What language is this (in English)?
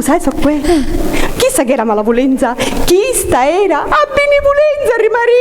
Sicilian